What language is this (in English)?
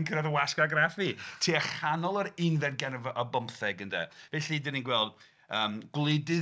Welsh